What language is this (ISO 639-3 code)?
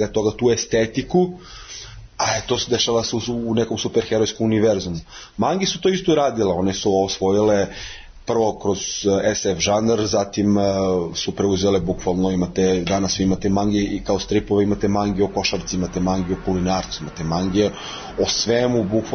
srp